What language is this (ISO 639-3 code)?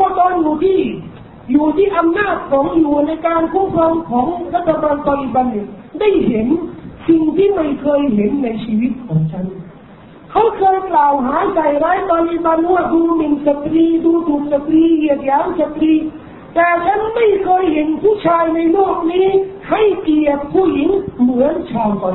tha